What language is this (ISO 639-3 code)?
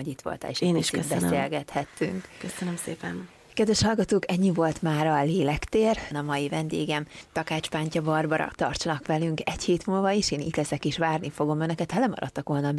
hun